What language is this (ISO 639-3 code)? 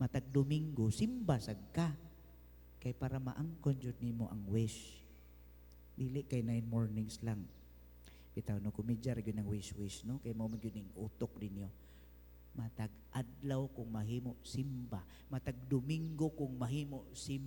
ceb